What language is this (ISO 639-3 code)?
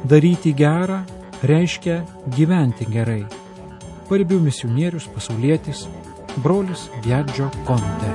lit